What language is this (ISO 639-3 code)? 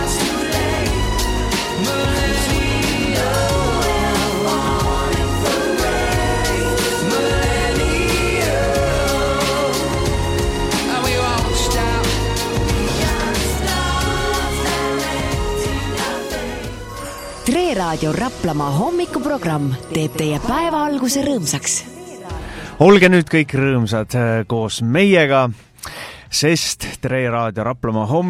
est